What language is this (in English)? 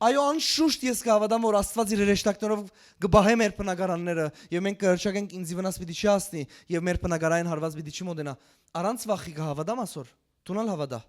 Western Armenian